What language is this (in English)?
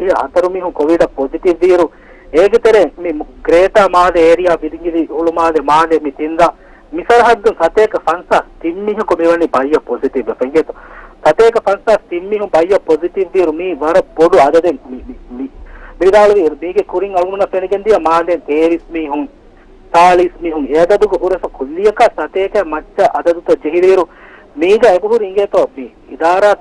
Divehi